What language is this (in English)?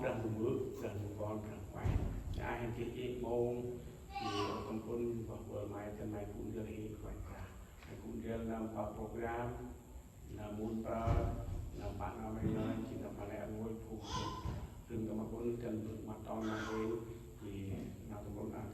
Central Mnong